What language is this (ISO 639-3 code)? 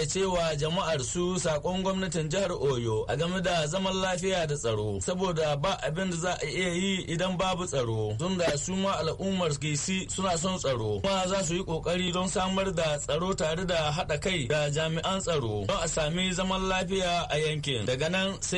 hau